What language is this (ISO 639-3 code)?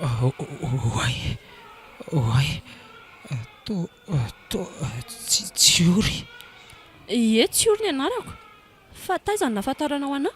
mlg